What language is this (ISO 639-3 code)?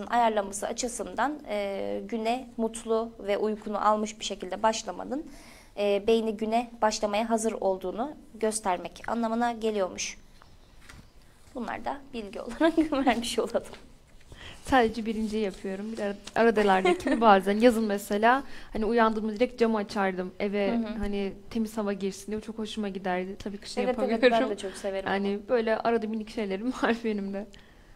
tur